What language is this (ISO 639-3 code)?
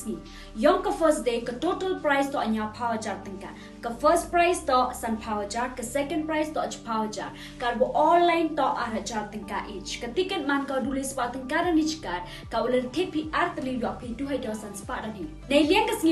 kha